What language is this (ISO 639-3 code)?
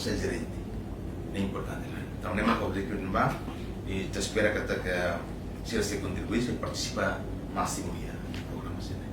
tet